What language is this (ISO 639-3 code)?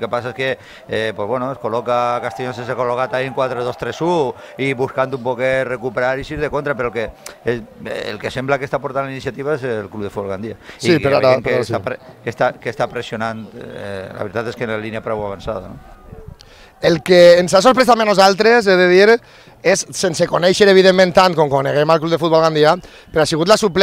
cat